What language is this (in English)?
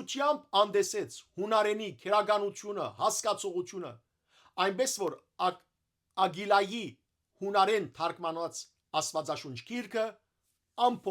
Western Armenian